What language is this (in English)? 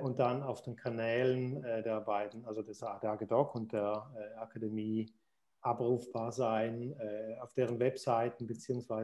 German